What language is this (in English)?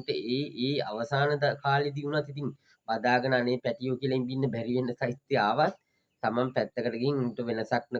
Sinhala